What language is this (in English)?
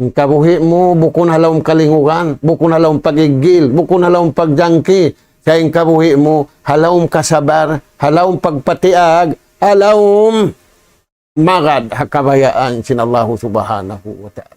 Tausug